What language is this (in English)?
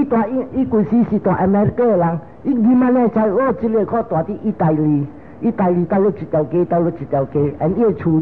Min Nan Chinese